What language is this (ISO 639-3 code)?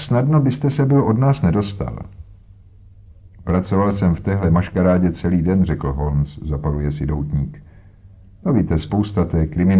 ces